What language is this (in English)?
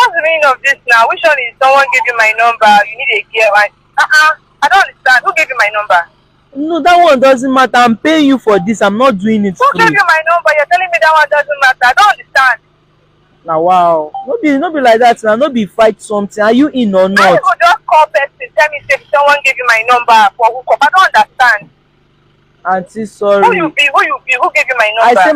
Nigerian Pidgin